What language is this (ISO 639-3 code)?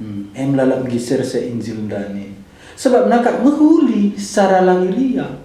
btx